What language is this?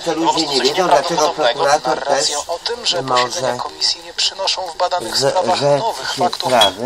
Polish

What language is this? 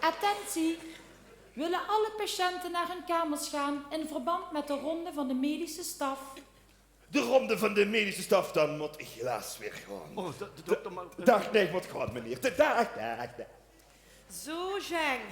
Limburgish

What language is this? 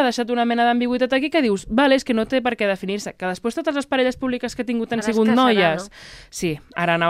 Catalan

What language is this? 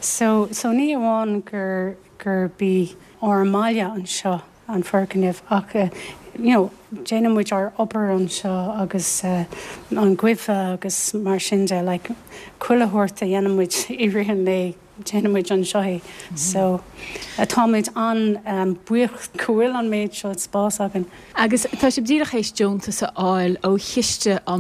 Irish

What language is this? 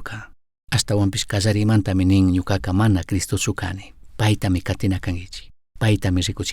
Chimborazo Highland Quichua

